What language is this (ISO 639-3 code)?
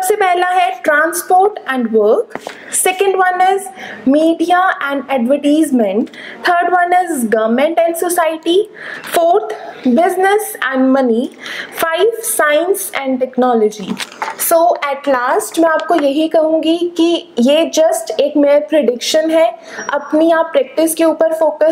hin